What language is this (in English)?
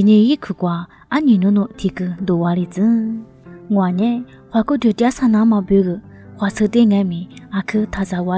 Lisu